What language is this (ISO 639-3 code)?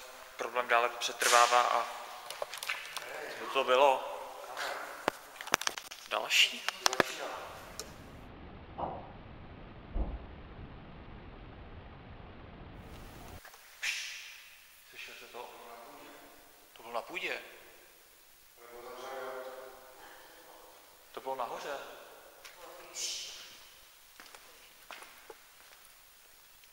ces